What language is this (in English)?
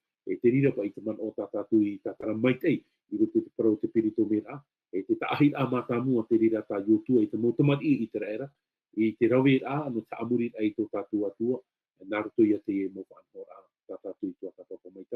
Tahitian